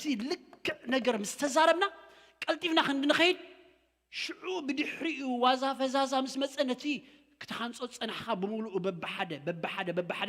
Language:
Tigrinya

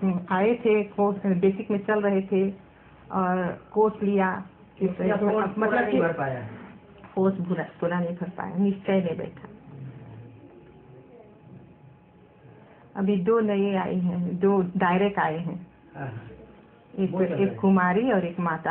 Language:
Hindi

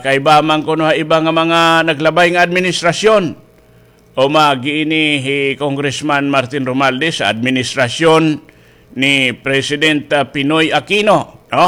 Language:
Waray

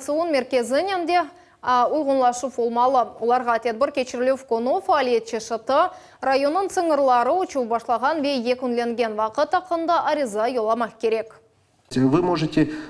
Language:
Crimean Tatar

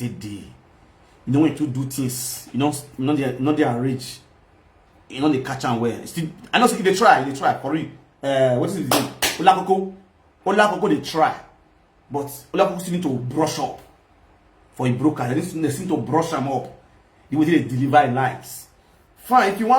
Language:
Nigerian Pidgin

